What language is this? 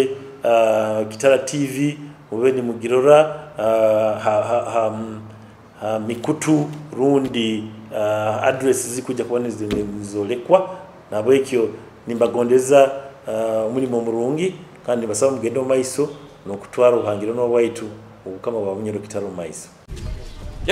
Nyoro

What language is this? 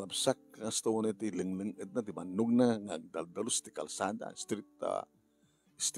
Iloko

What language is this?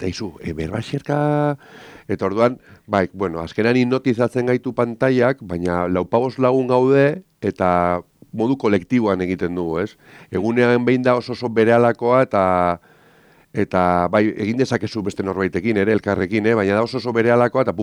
Basque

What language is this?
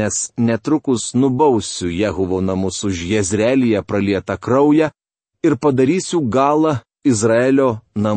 Lithuanian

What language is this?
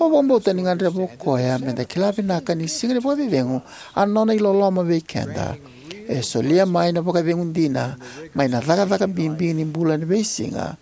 Fijian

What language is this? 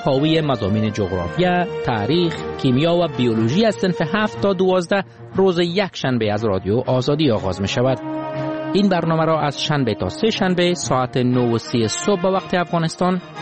Persian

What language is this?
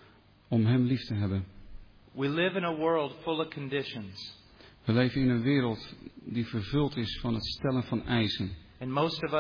Dutch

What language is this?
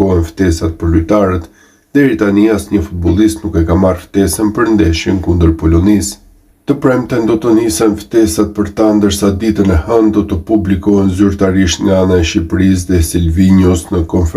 Albanian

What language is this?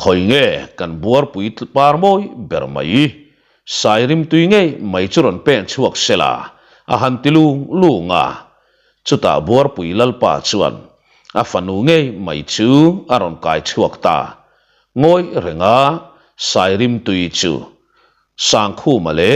Mizo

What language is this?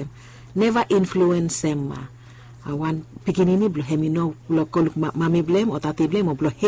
Bislama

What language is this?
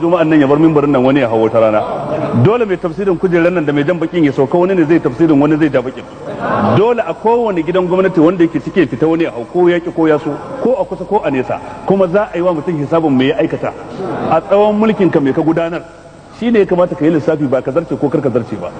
Hausa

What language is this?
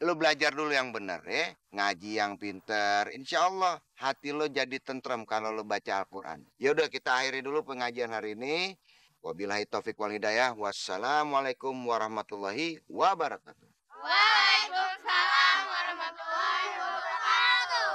Betawi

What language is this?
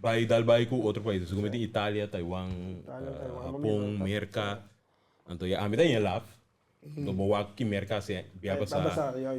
Papiamento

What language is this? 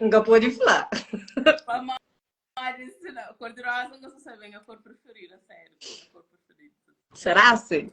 Kabuverdianu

